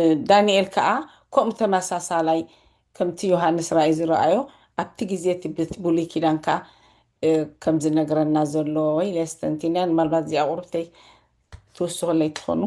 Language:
Tigrinya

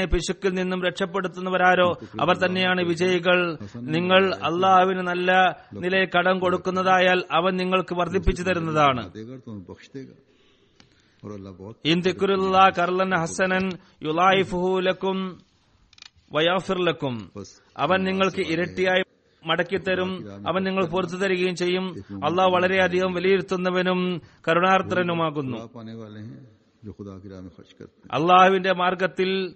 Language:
Malayalam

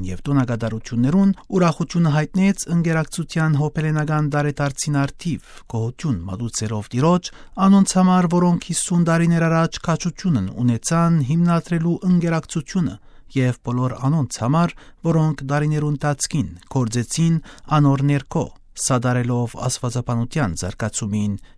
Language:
Western Armenian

